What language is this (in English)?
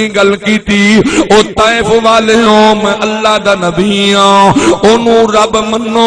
Saraiki